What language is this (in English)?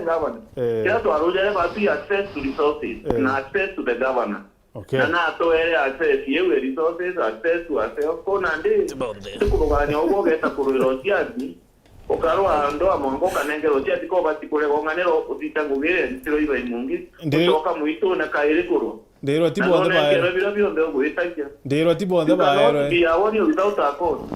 Meru